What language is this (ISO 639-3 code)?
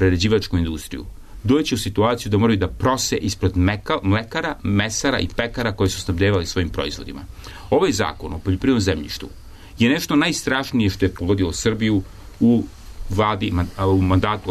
srp